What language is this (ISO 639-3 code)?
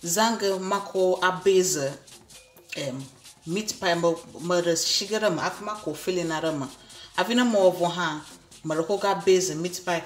ewe